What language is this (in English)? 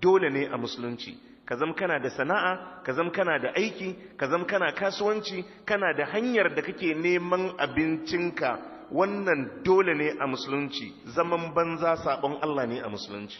Hausa